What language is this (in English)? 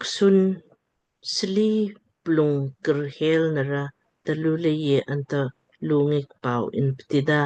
Lamkang